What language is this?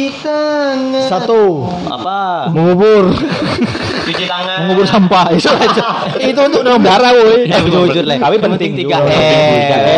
Indonesian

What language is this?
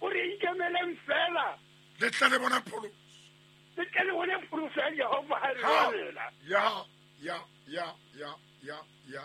Southern Sotho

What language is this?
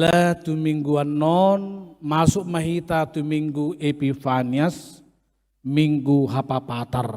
Batak Toba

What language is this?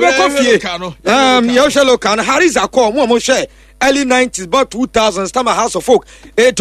Akan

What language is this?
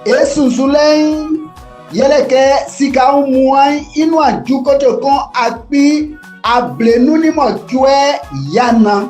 Baoulé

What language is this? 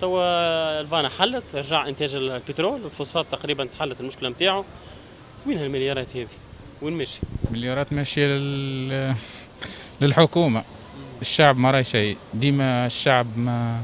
Tunisian Arabic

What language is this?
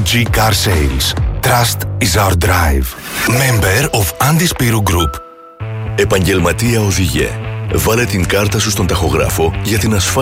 Greek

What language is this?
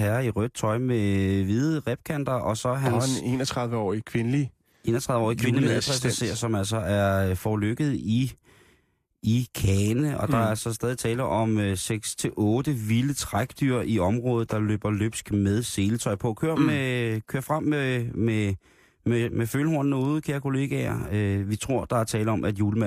Danish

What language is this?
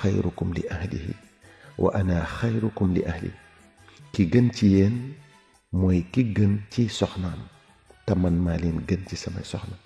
Wolof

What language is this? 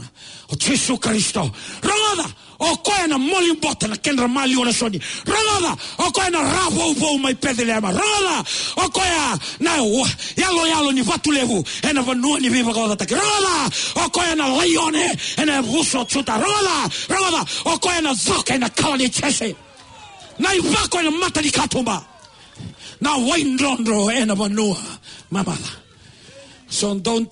Fijian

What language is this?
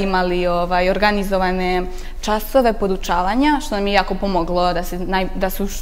Serbian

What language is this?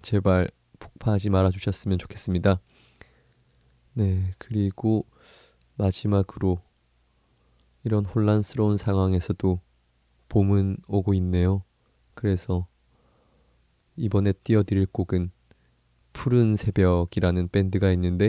Korean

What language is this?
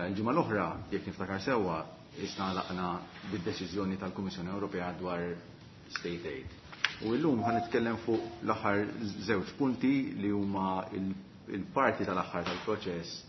Maltese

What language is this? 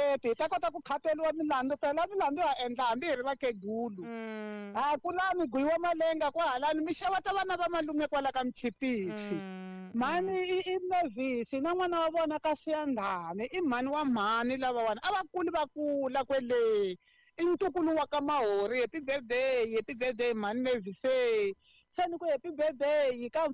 Tsonga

